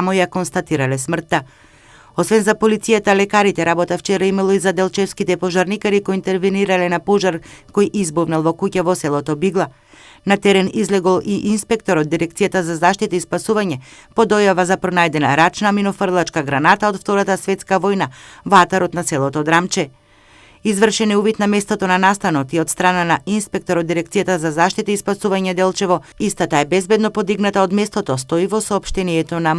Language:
Macedonian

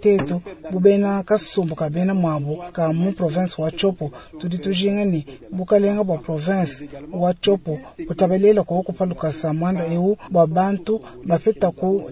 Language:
Luba-Lulua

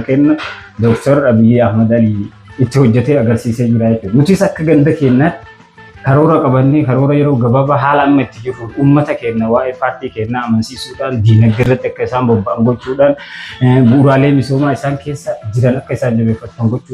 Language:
Oromo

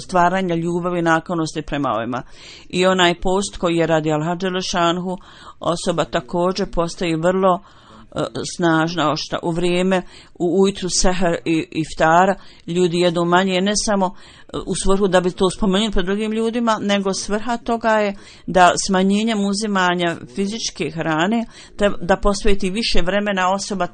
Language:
Bosnian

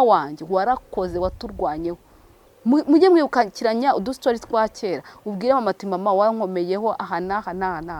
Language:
Kinyarwanda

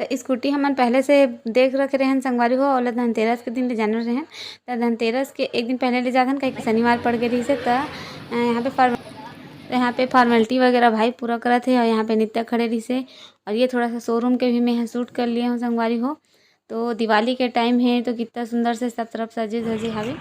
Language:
Chhattisgarhi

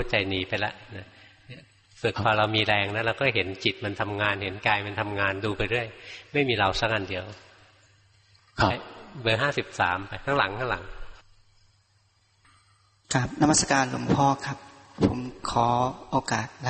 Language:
Thai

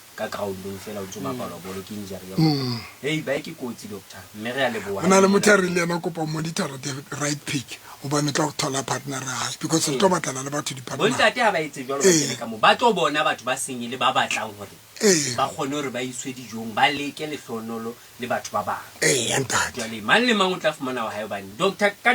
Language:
Southern Sotho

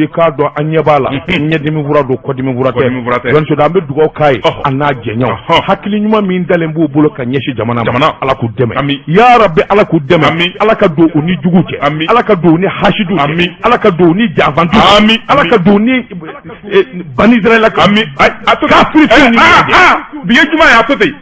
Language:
Bambara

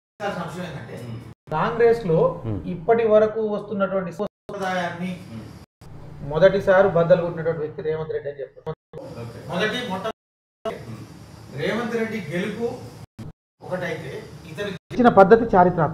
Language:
Telugu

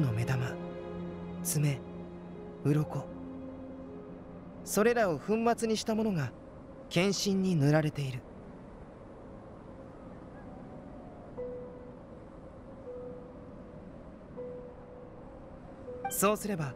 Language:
Japanese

